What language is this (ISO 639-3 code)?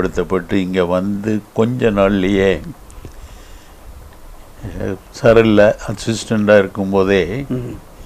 tam